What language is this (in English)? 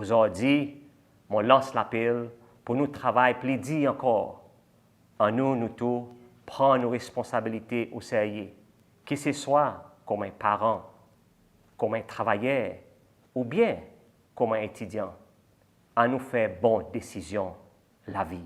Seselwa Creole French